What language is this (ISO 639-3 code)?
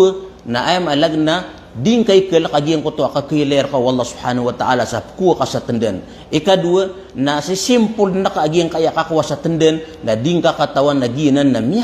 mrw